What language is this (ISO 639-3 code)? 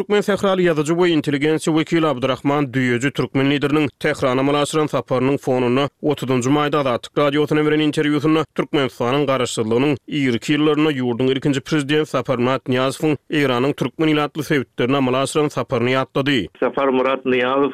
tuk